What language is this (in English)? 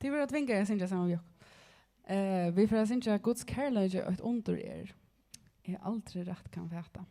Faroese